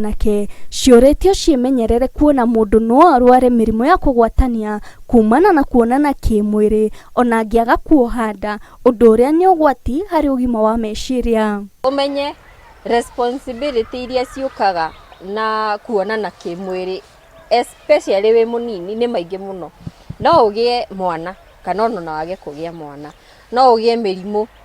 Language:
Kikuyu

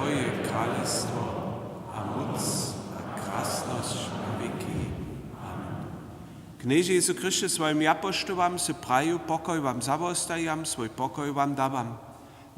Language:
Upper Sorbian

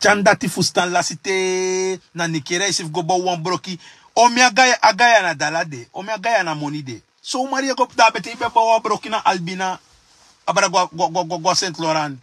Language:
Sranan Tongo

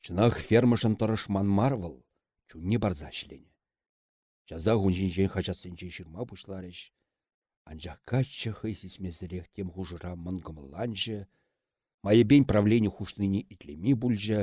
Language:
Chuvash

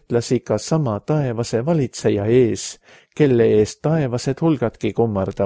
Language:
Estonian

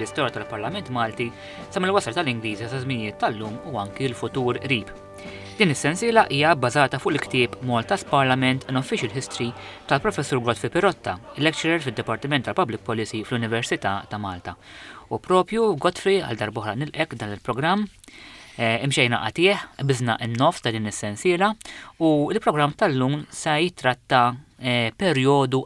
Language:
Maltese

